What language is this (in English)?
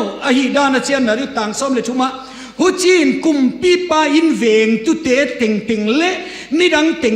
Tedim Chin